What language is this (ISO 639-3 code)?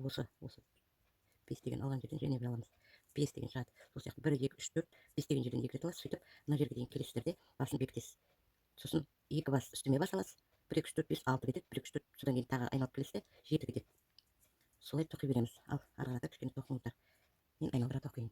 kaz